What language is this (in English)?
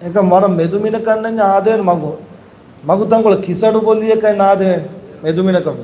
Divehi